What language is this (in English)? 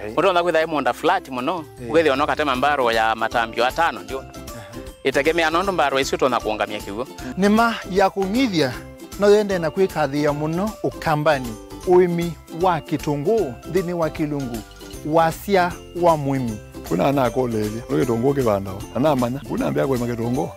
Kamba